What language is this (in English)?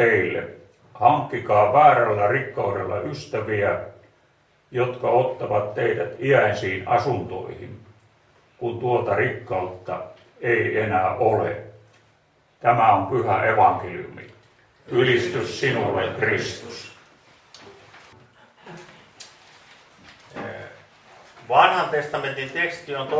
Finnish